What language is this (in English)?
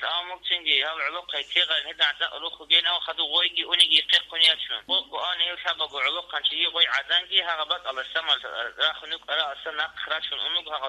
Avaric